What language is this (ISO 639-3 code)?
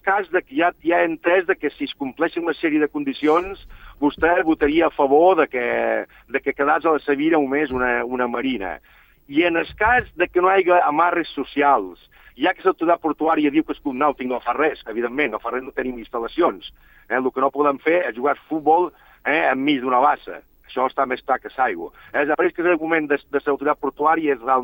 cat